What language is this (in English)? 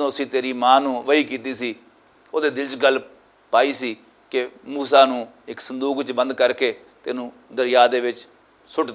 Western Panjabi